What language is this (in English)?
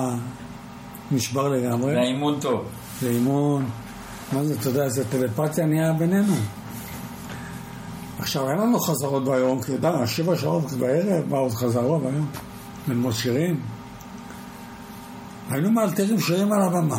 Hebrew